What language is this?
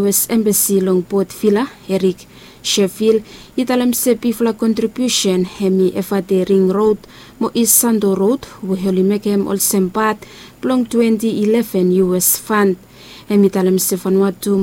Bislama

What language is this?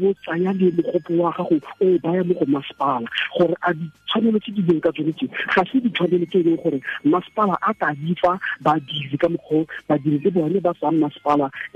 Tswana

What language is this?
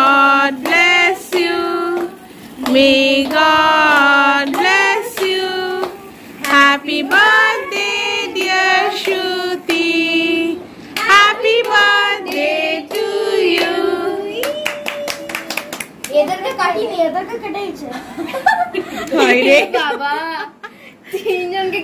Bangla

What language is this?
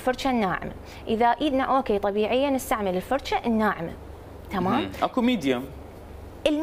Mesopotamian Arabic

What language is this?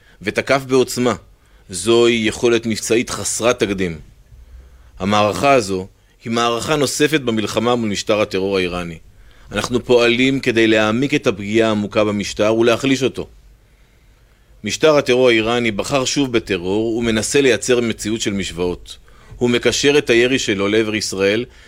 Hebrew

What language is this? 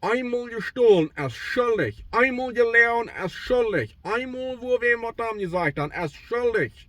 Plautdietsch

